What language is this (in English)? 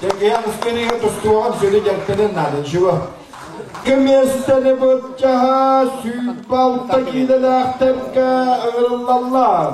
Yakut